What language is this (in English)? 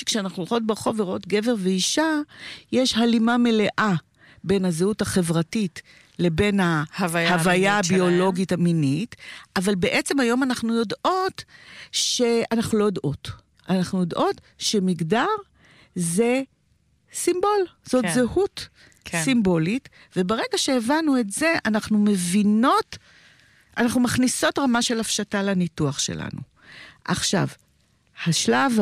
Hebrew